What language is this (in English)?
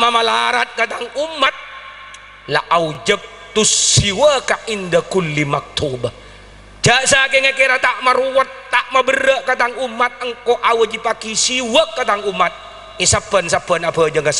Madurese